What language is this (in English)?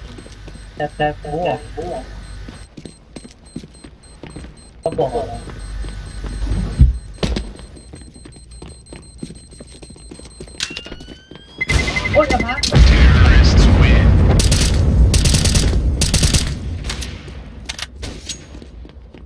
Thai